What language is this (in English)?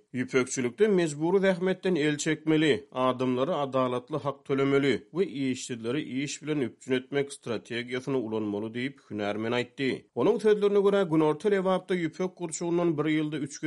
Turkmen